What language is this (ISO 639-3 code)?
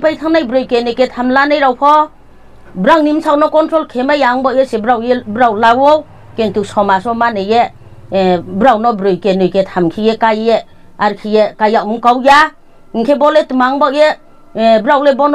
ria